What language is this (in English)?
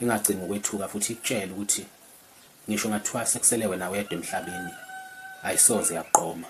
Zulu